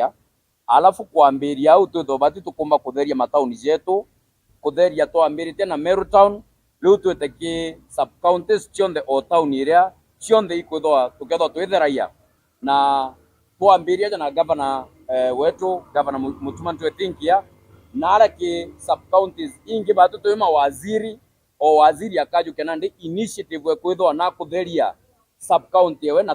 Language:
Meru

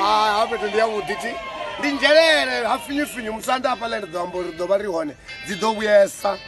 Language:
Venda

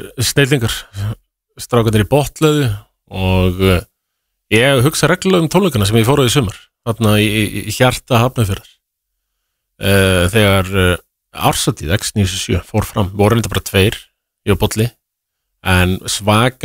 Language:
Icelandic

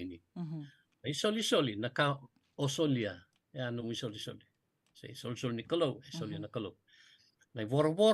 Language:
Fijian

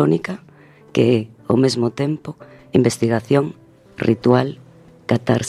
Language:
Galician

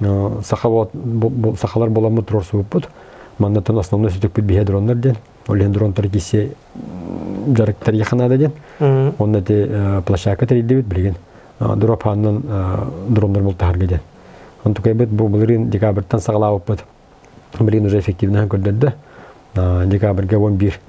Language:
Yakut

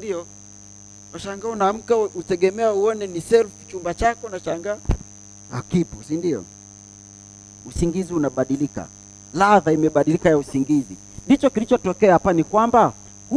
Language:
Swahili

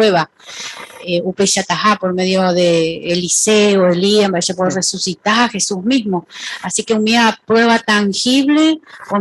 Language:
Guarani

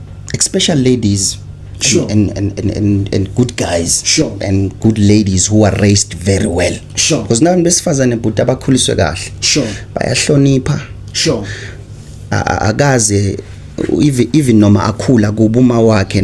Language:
Zulu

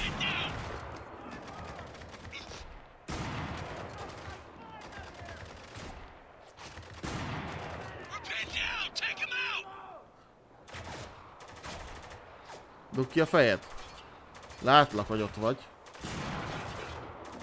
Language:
Hungarian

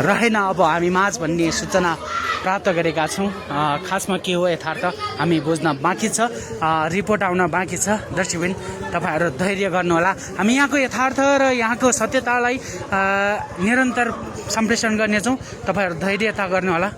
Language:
Nepali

